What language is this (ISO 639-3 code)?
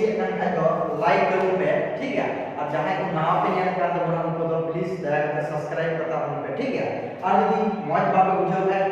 sat